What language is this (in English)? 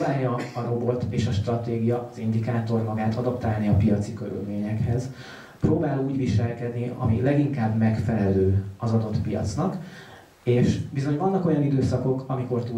Hungarian